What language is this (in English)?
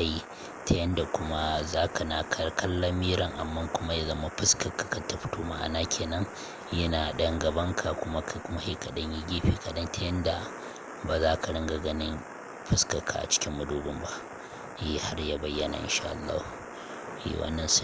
Hausa